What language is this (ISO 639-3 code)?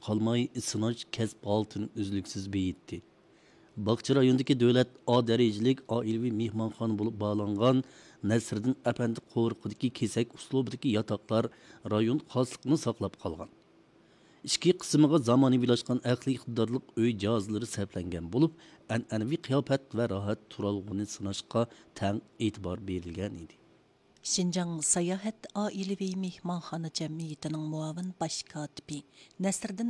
uig